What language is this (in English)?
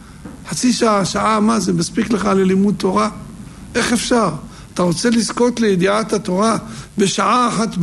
Hebrew